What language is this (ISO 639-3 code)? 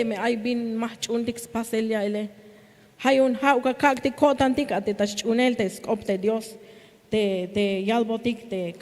tzh